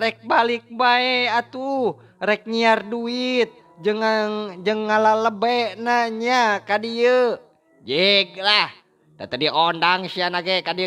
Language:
Sundanese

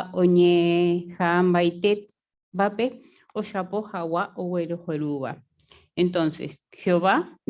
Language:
Guarani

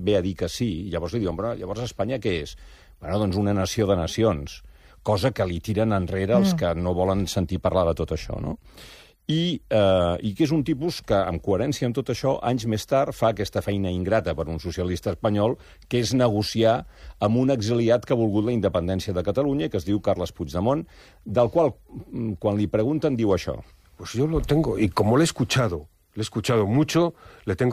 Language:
Catalan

